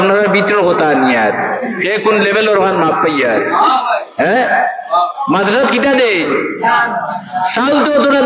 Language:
Sylheti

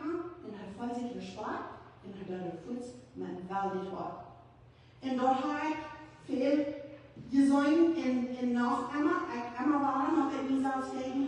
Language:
Plautdietsch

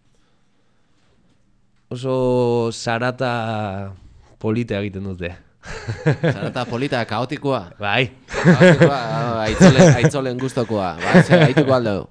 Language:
Basque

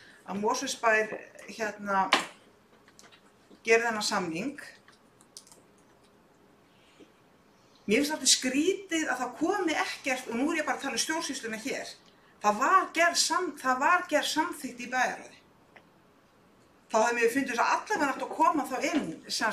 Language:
Icelandic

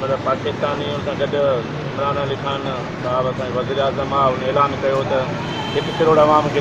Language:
Sindhi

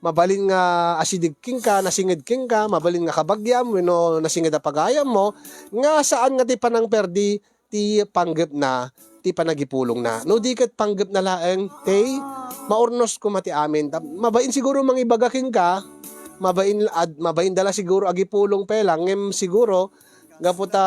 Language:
Iloko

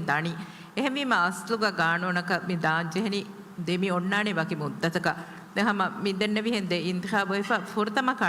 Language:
Divehi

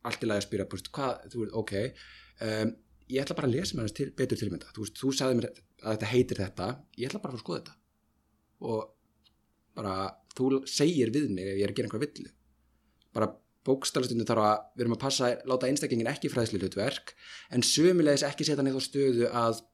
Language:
Icelandic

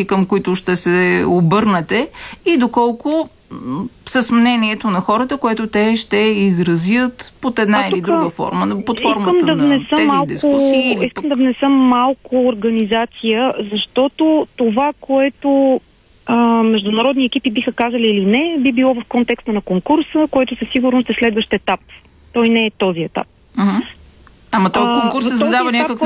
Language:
Bulgarian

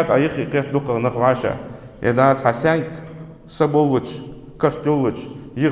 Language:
Ingush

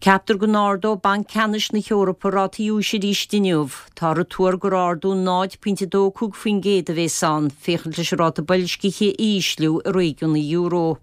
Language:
Irish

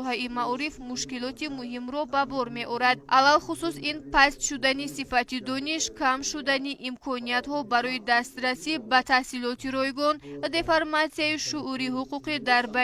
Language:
Tajik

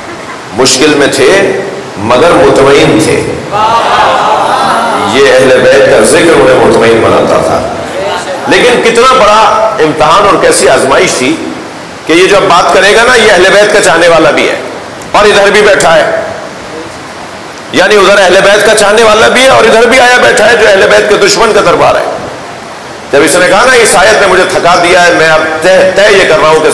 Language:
Urdu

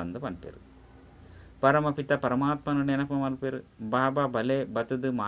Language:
Tulu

